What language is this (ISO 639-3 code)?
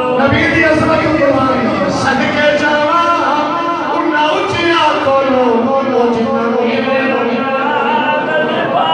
skr